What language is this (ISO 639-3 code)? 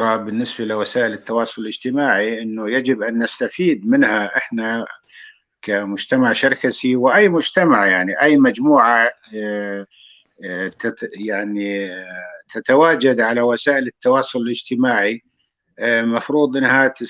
apc